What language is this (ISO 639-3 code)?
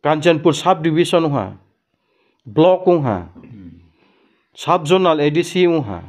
ria